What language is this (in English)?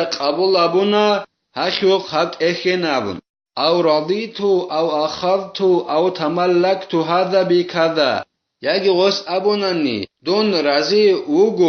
Avaric